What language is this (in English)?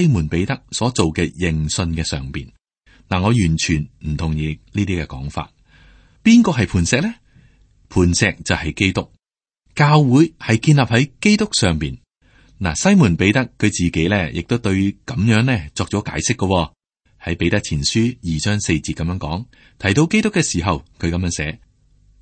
Cantonese